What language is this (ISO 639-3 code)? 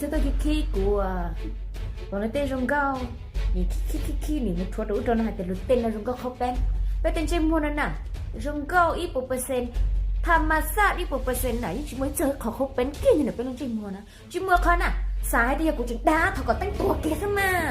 hmn